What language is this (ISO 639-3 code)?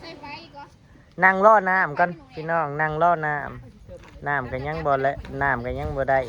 tts